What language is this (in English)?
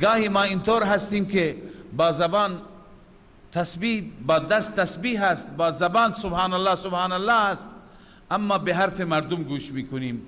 Persian